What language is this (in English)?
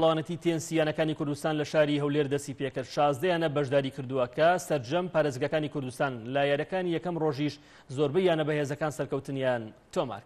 Central Kurdish